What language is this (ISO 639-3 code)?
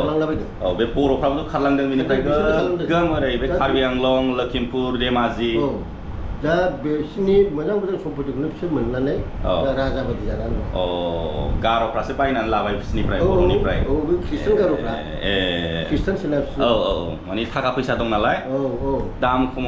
brx